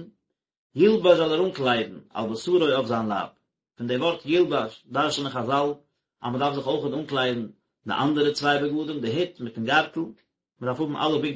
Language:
Yiddish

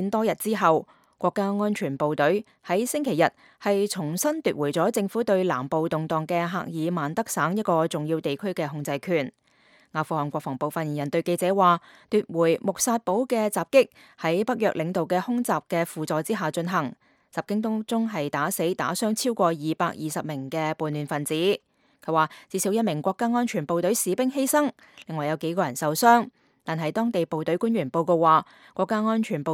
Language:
Cantonese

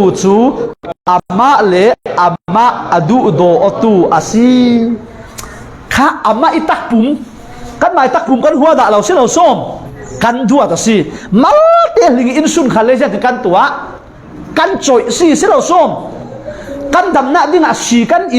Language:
Falam Chin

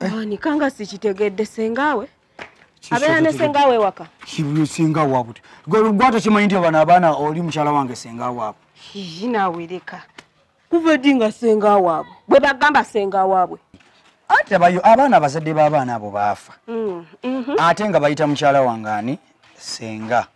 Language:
Ganda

